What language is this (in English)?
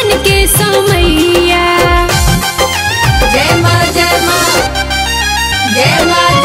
Bhojpuri